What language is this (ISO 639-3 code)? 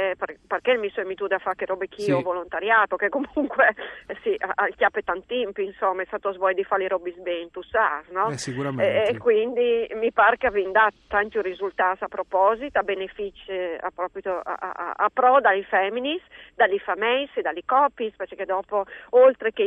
fur